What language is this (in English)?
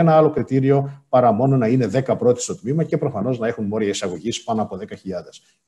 Greek